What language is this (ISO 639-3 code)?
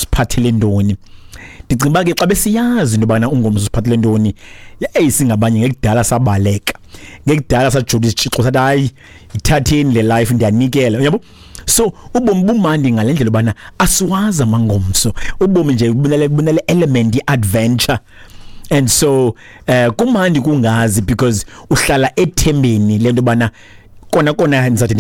xho